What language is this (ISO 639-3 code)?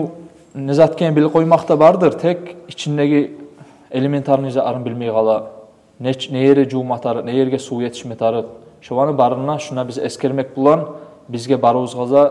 kum